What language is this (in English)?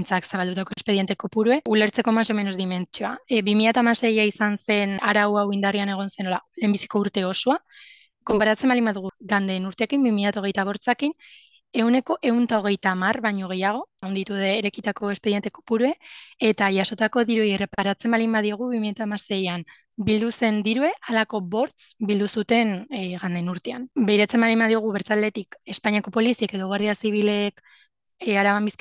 Basque